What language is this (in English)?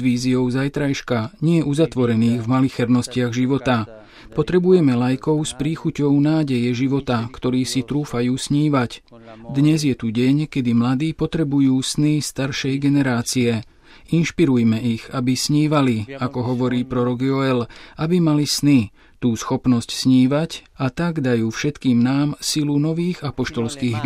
Slovak